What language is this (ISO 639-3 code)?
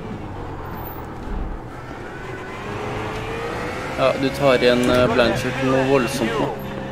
nor